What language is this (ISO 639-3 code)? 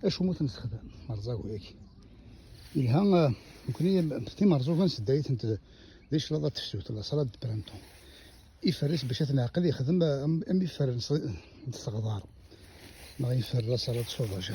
kab